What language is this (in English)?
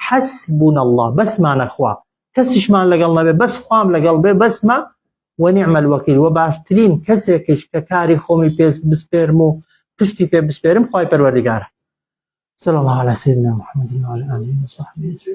Central Kurdish